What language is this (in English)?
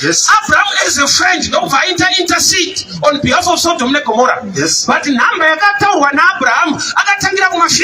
Shona